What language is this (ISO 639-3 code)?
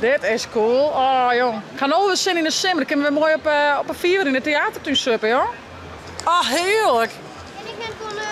fry